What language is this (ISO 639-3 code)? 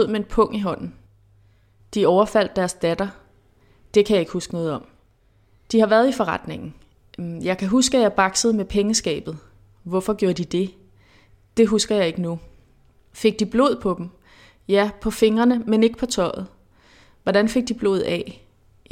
dan